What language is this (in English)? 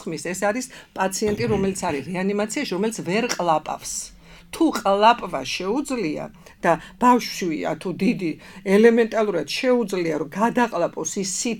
Georgian